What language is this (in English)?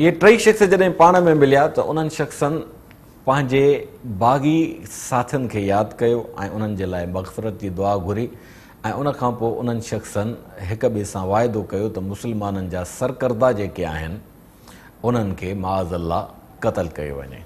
Sindhi